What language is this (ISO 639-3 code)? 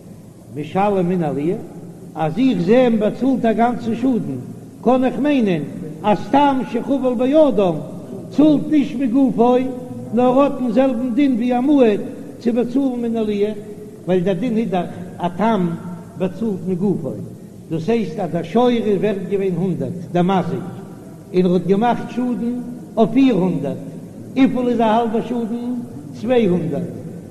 yid